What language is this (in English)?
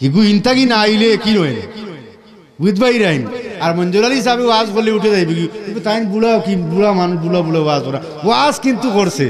Sylheti